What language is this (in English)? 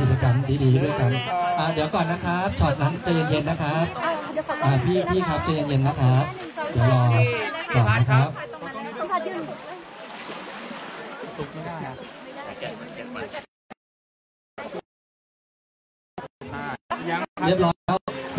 Thai